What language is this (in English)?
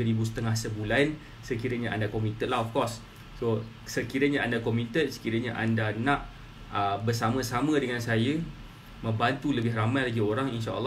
Malay